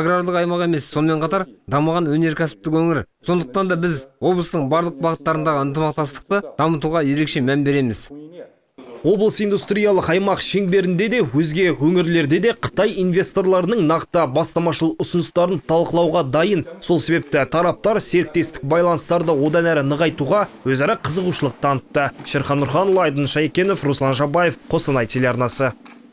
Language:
Kazakh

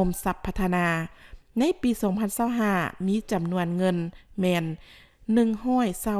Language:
Lao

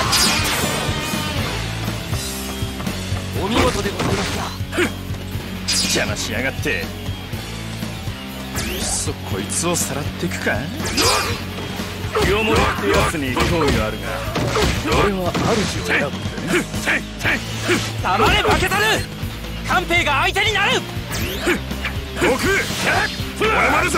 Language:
Japanese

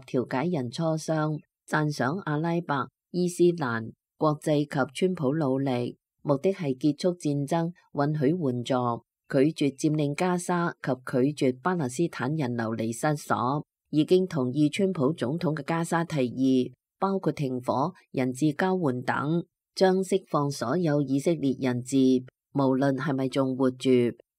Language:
Cantonese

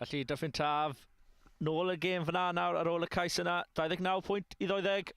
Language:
Welsh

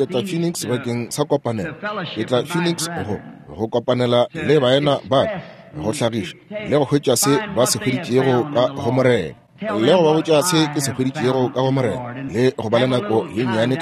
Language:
Northern Sotho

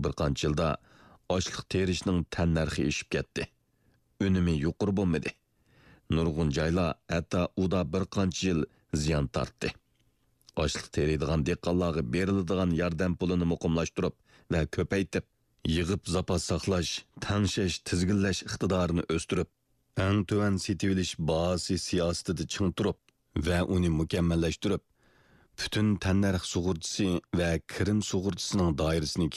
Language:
Uyghur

